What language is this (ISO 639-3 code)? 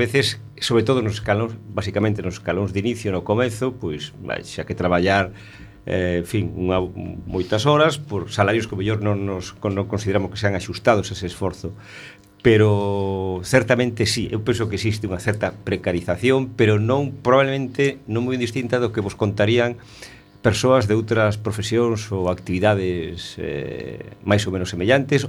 glg